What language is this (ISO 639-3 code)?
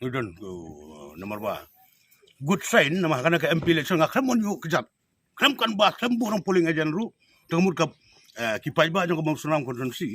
kha